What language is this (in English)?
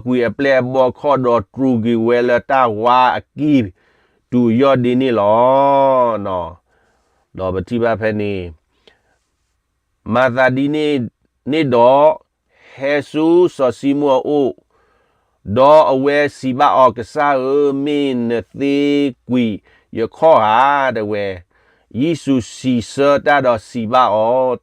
S'gaw Karen